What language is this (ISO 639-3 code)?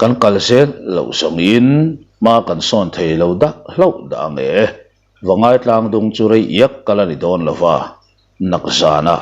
lus